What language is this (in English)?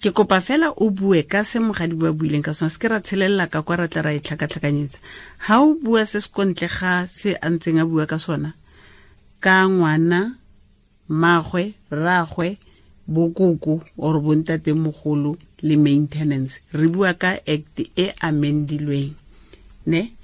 Tswana